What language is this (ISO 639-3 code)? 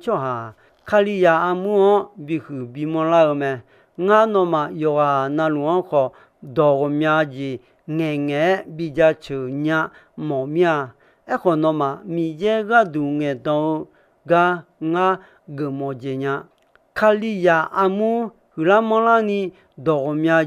ahk